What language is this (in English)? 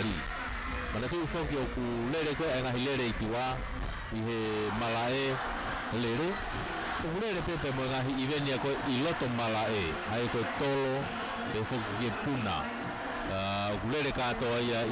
Tongan